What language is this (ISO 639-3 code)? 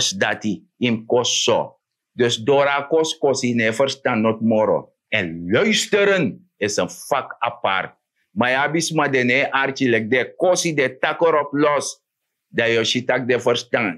srn